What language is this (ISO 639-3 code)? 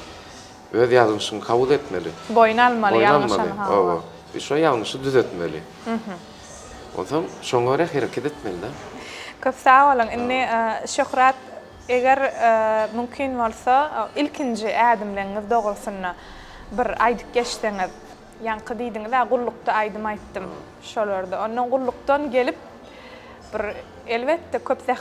tuk